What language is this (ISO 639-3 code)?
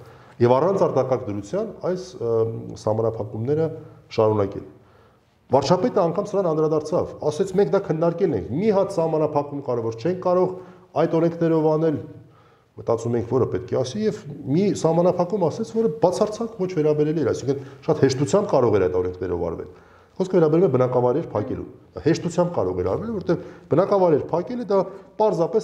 hye